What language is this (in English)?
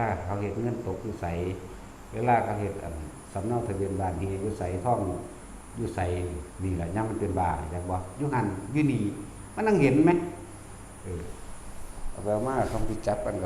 Northeastern Thai